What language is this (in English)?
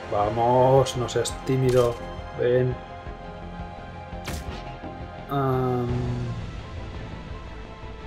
Spanish